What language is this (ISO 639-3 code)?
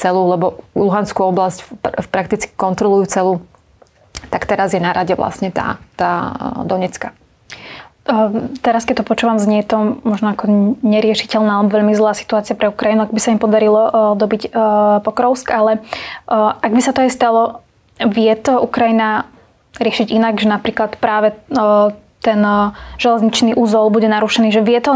slk